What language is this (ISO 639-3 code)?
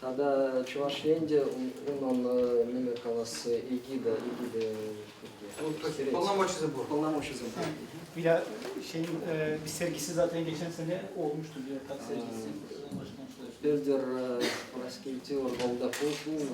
chv